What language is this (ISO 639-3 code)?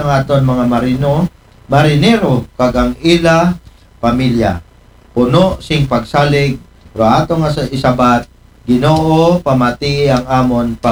akl